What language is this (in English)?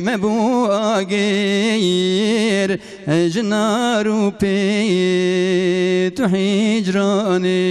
Kurdish